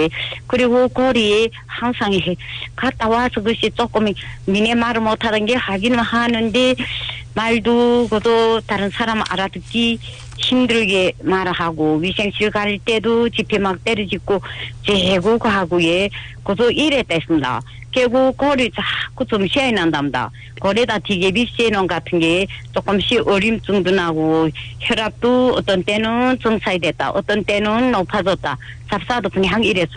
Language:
Korean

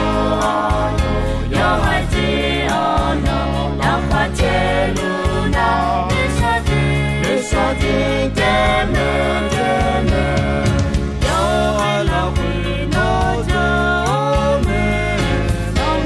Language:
Akha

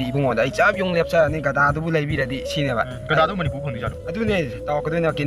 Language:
Manipuri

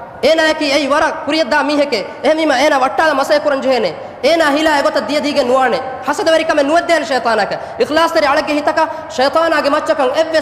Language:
Divehi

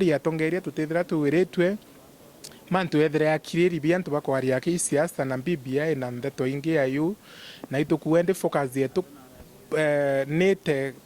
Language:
Meru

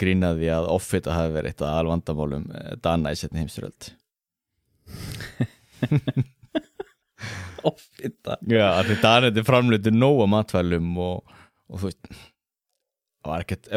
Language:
Icelandic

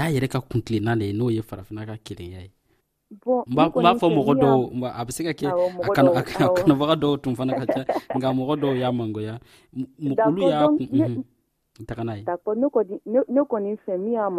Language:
Dyula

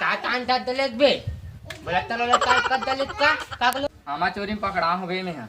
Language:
Chhattisgarhi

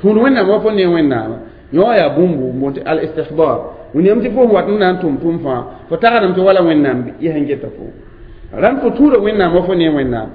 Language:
Mossi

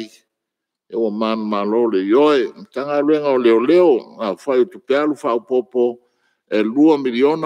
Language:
Samoan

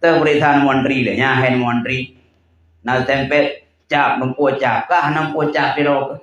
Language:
Achinese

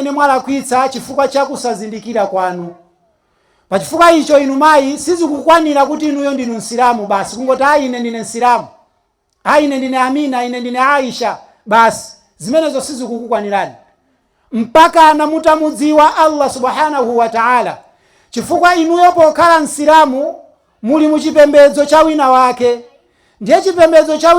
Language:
Nyanja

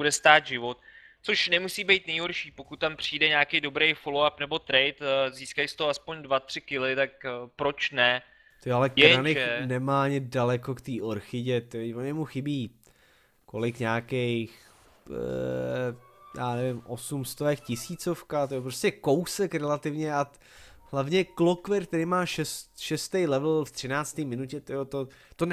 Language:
Czech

